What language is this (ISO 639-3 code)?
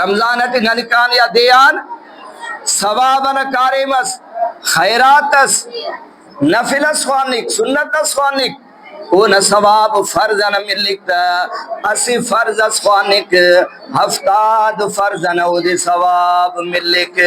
brh